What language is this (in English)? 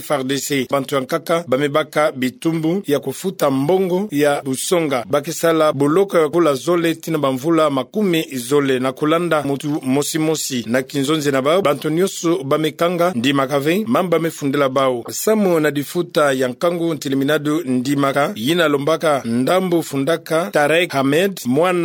Kituba (Democratic Republic of Congo)